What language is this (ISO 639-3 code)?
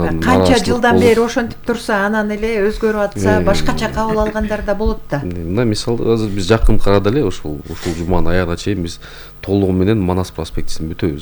kir